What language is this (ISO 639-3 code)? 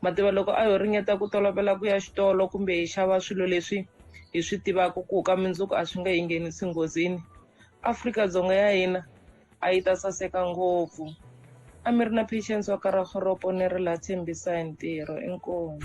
tso